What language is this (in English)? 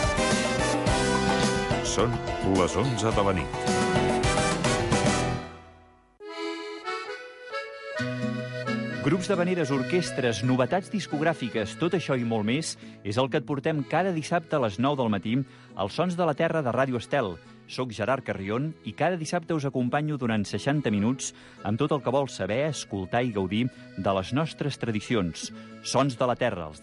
Catalan